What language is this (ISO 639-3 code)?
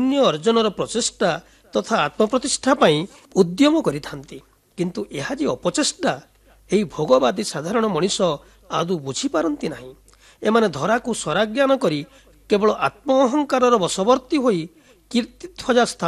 ori